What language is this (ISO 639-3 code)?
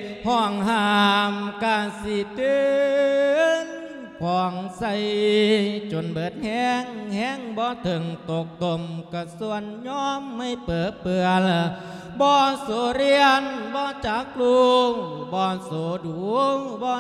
lao